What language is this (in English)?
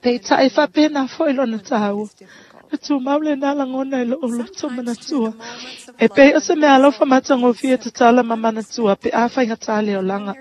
Samoan